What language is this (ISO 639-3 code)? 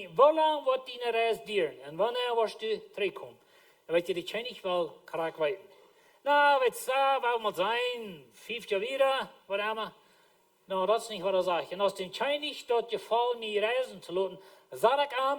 pdt